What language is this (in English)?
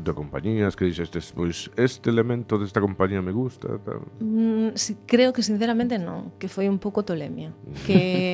Galician